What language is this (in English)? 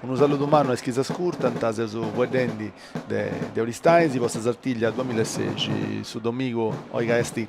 Sardinian